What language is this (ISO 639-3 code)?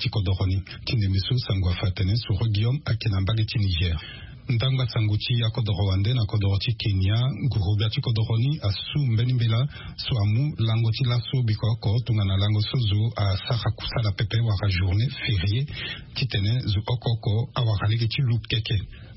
sag